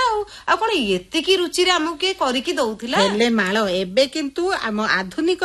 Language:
Odia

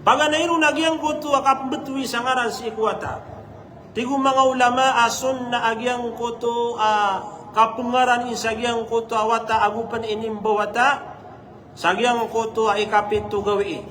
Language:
Maranao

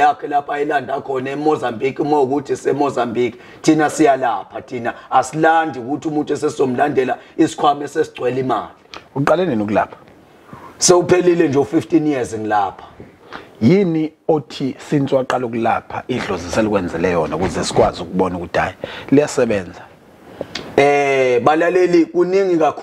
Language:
Zulu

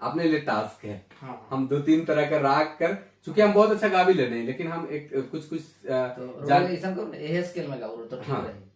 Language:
Sadri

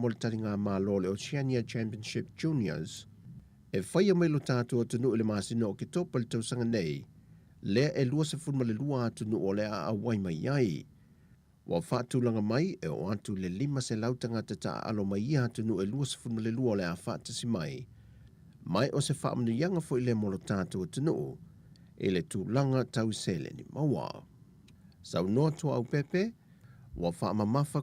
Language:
Samoan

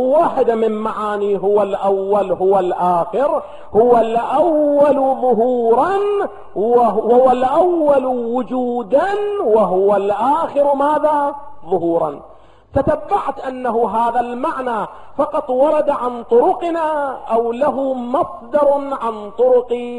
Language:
Arabic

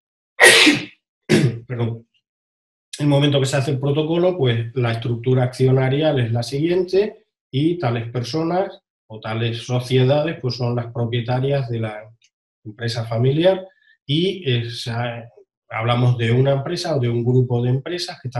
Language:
Spanish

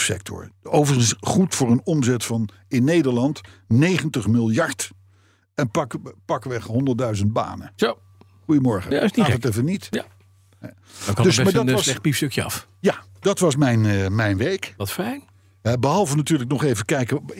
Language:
Dutch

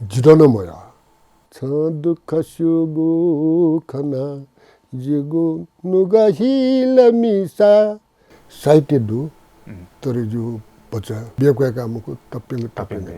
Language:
Newari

